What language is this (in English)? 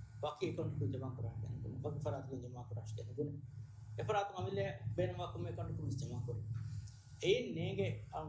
Divehi